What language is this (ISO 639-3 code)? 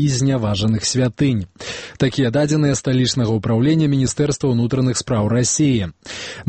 bel